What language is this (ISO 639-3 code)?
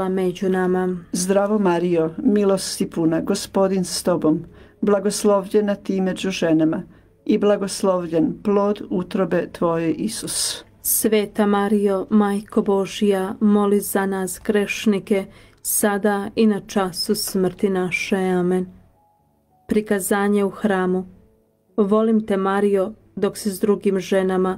hrv